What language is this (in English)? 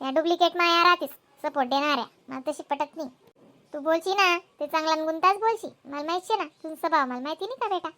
Khandesi